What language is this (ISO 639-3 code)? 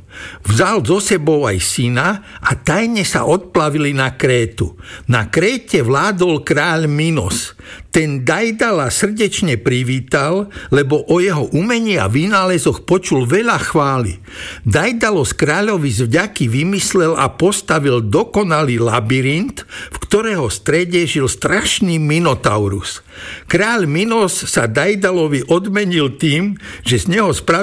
slk